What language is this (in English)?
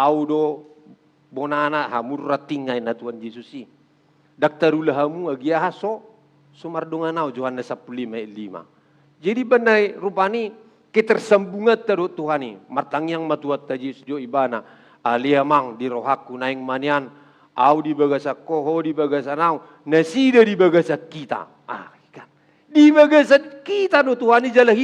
Batak Toba